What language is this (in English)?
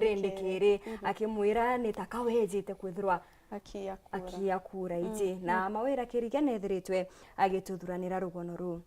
Meru